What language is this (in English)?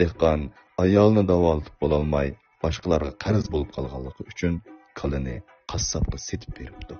Uyghur